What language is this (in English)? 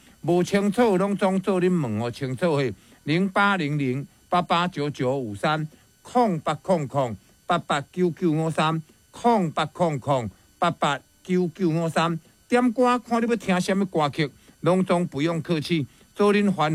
Min Nan Chinese